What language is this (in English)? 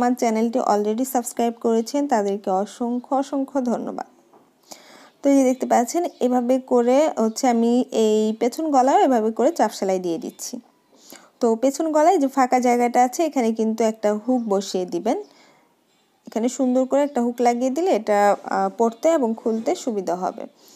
Bangla